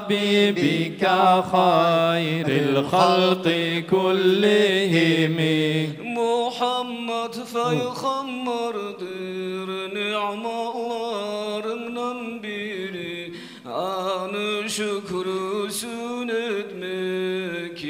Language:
Kumyk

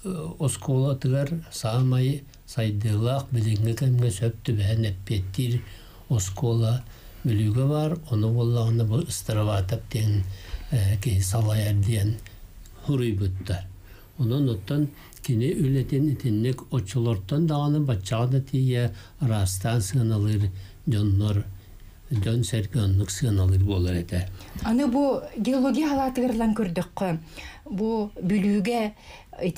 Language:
Yakut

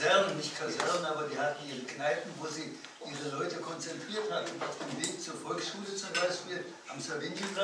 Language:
German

